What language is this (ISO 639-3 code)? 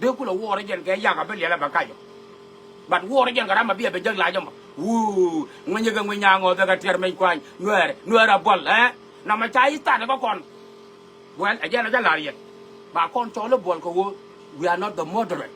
nus